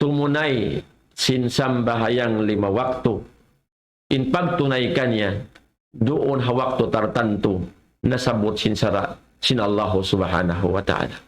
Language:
Tausug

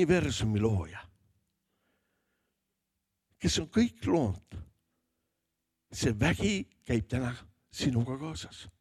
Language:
Estonian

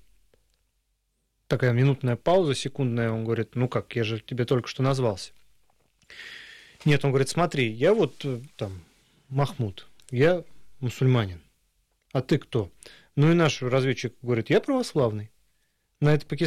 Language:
Russian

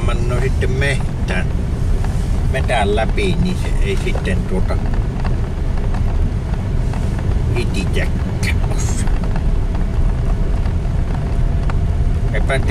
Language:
Finnish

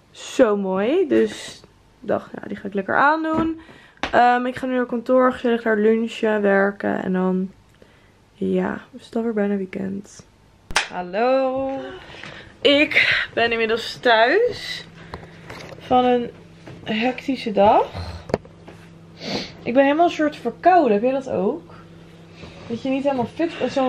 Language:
Dutch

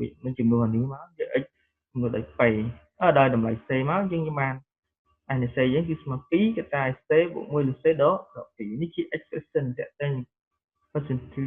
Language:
Khmer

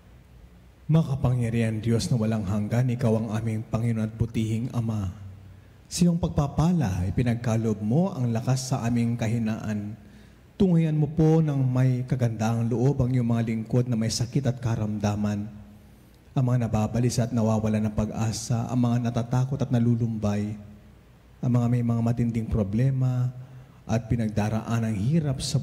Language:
Filipino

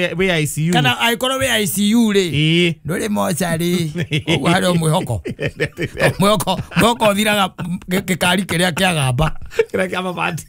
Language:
Kikuyu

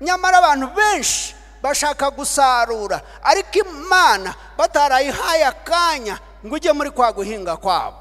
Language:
Kinyarwanda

